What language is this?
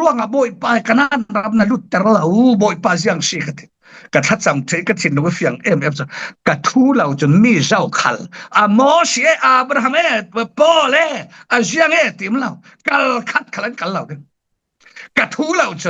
Falam Chin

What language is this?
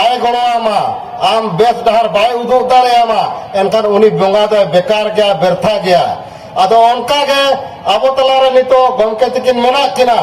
Santali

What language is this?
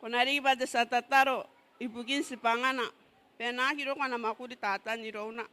Gilbertese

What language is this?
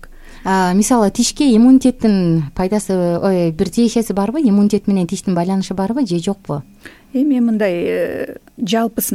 Kyrgyz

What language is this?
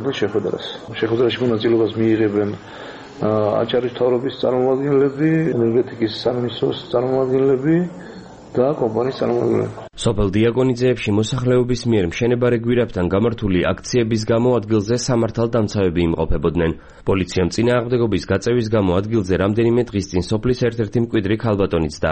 Georgian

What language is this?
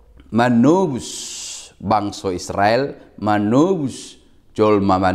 Batak Toba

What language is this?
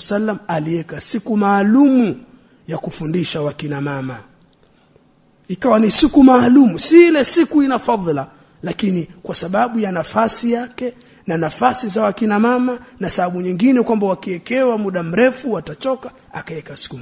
Swahili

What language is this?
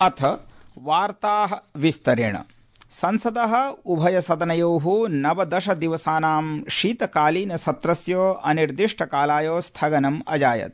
Sanskrit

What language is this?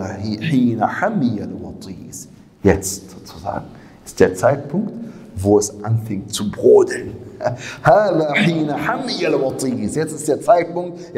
German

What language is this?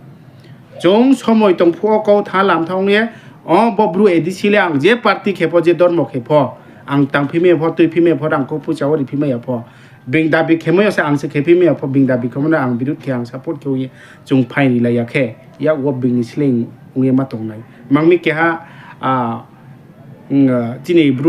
Riang (India)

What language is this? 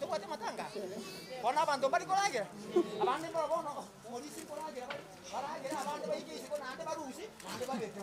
Gusii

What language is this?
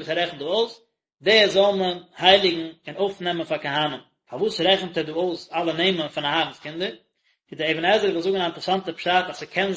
Yiddish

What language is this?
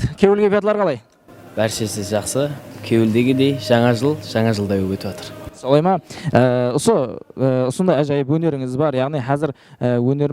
Kara-Kalpak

